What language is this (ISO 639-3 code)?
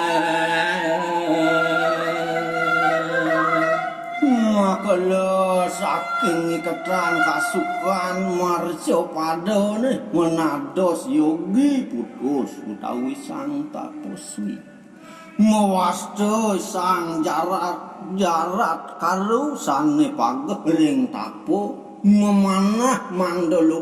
ban